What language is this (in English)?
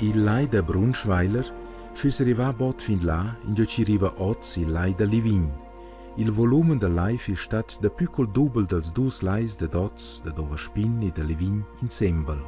Romansh